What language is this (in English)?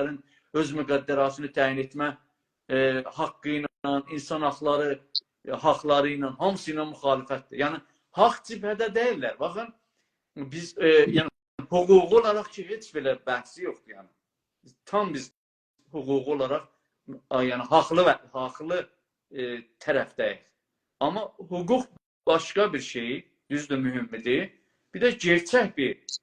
South Azerbaijani